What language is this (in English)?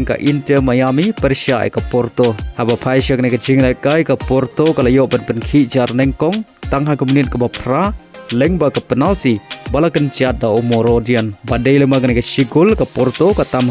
Khasi